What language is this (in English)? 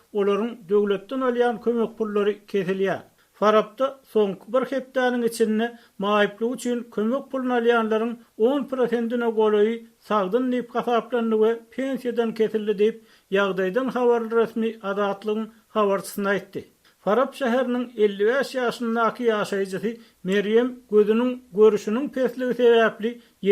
Turkmen